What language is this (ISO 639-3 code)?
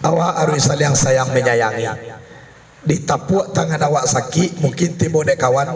min